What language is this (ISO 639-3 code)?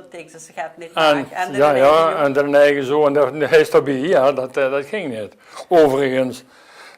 lim